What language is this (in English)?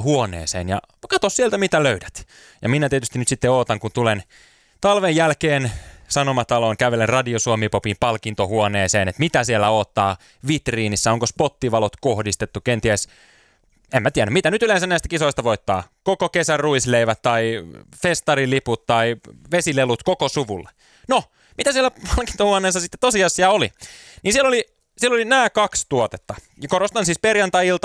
Finnish